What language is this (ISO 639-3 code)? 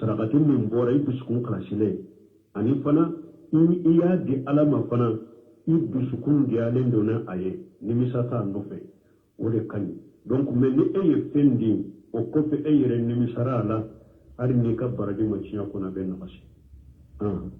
bam